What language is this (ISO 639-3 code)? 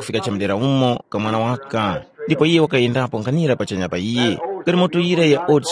tum